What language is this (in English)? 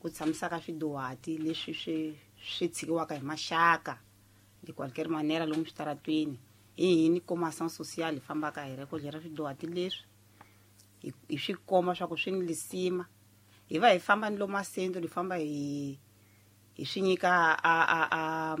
Tsonga